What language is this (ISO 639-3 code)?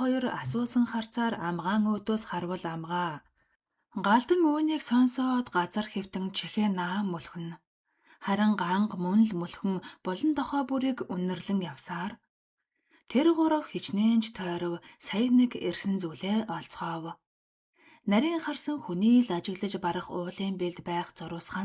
mon